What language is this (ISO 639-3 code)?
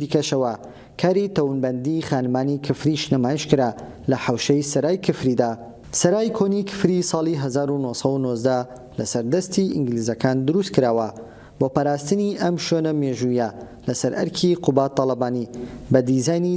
ckb